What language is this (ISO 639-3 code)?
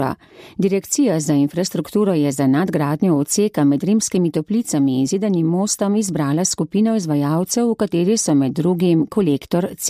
slv